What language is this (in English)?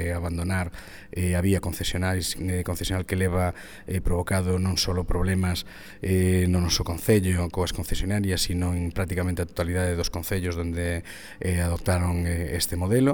Galician